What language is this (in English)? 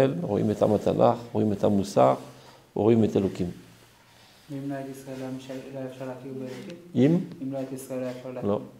Hebrew